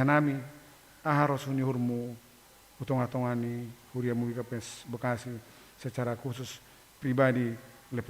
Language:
Batak Simalungun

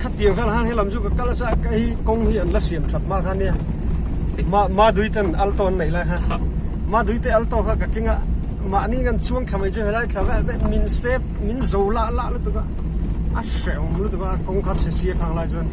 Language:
Mizo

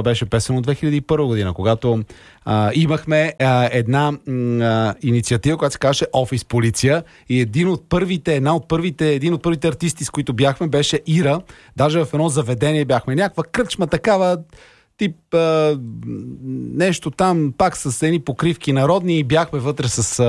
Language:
Bulgarian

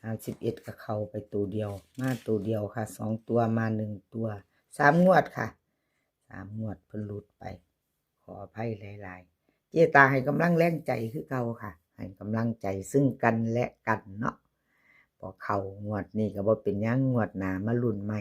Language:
Northeastern Thai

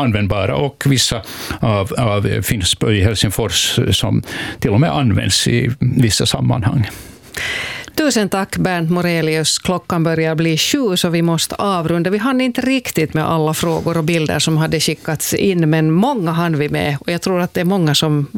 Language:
Swedish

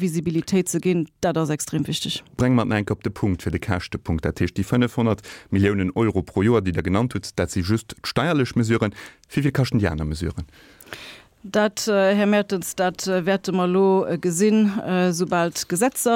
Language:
Luxembourgish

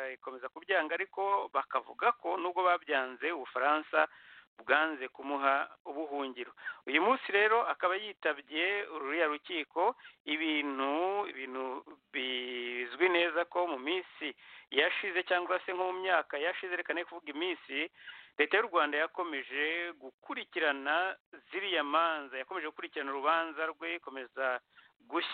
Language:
Kinyarwanda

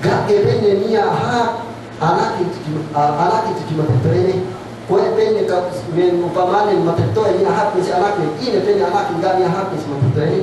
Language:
Yakan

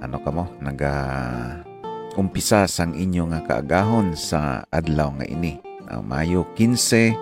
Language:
Hiligaynon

